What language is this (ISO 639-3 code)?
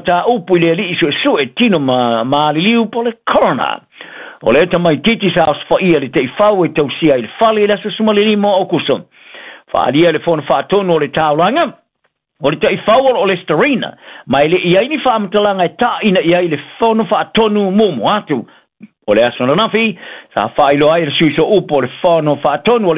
smo